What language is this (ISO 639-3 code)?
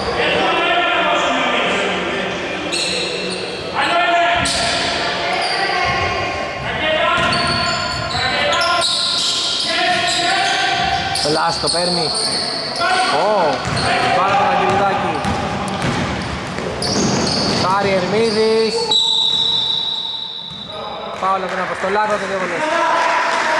ell